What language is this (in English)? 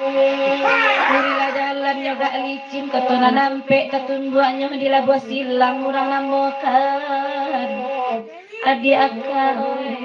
Minangkabau